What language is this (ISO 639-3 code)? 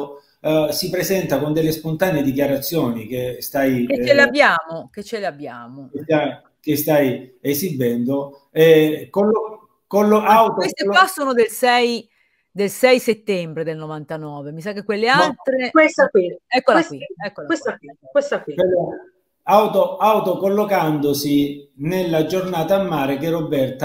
ita